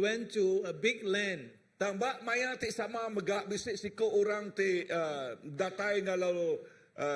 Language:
Iban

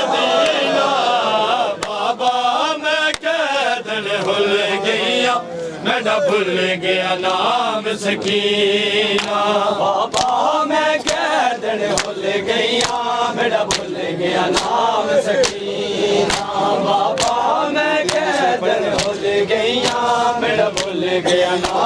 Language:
Urdu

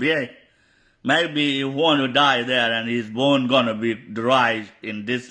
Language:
Nuer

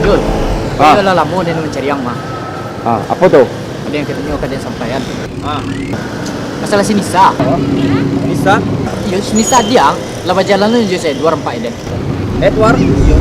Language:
Minangkabau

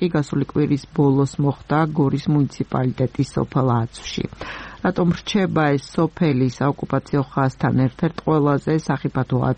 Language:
Georgian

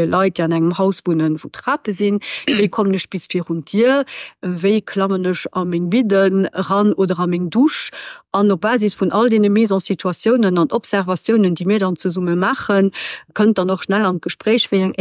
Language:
Luxembourgish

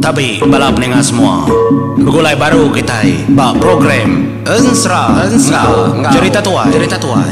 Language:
Iban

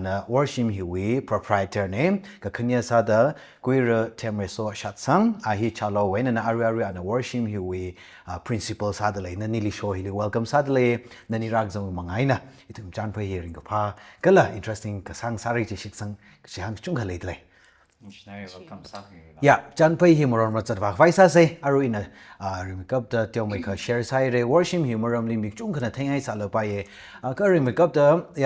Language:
Tangkhul Naga (India)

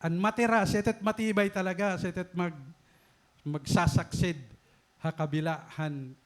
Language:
Waray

